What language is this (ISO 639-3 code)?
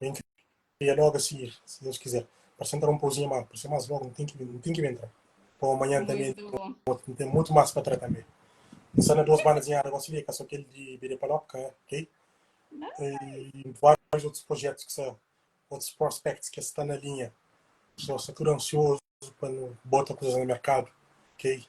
kea